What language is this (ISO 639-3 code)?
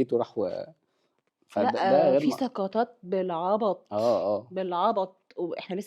arz